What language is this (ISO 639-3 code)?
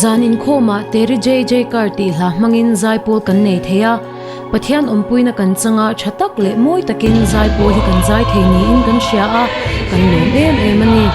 lus